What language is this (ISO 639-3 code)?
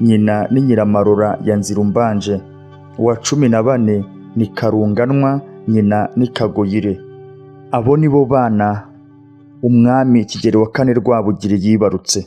kin